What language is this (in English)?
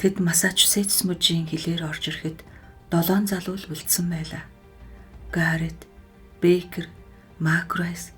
Mongolian